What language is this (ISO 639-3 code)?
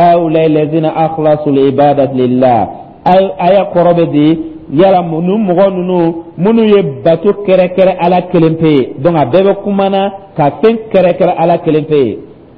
dyu